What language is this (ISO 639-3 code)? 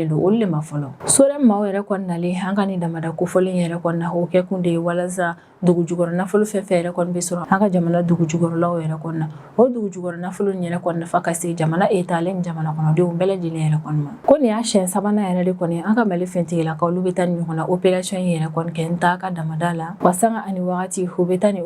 bam